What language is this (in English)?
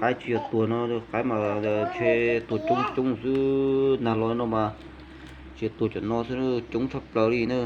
Hmong